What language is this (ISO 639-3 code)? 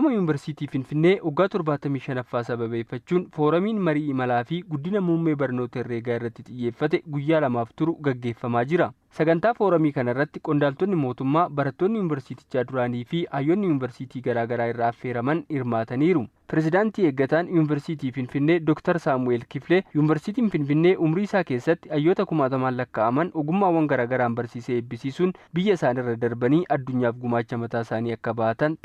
orm